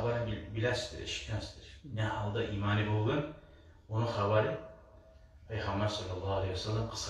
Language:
Kumyk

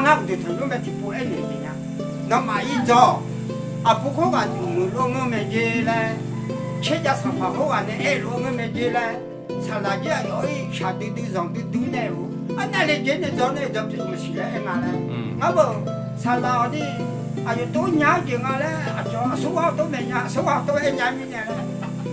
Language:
Akha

